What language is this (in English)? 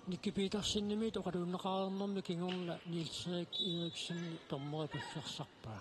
Kalaallisut